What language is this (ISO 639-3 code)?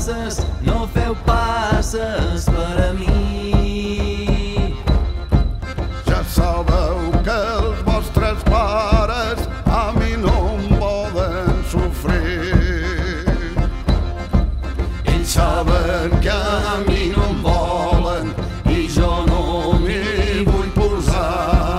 cat